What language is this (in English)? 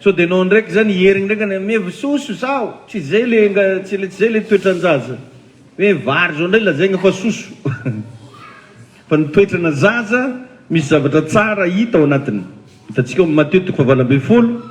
Malagasy